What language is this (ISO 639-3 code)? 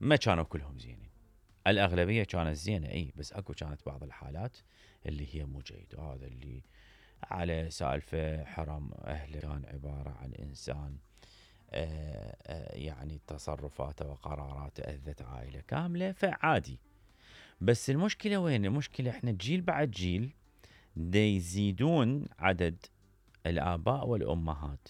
acm